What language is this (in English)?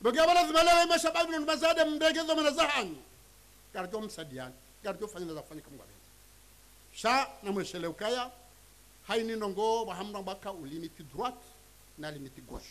Ngazidja Comorian